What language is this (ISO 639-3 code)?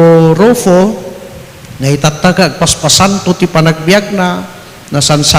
ilo